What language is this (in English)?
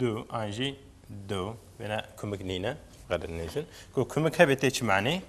Kurdish